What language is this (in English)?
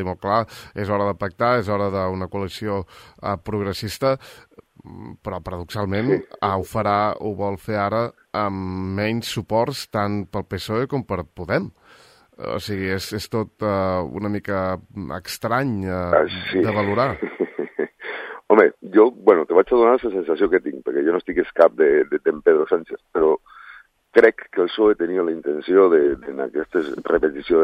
Catalan